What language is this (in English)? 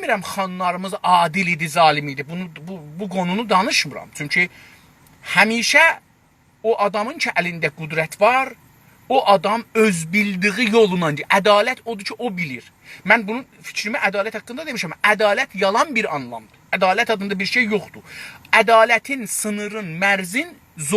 South Azerbaijani